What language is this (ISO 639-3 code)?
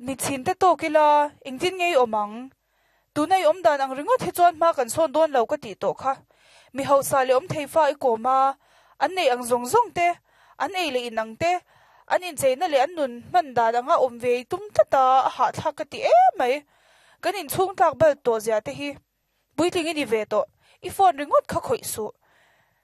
lus